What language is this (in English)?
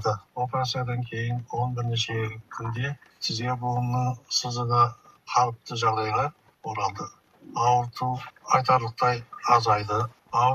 Kazakh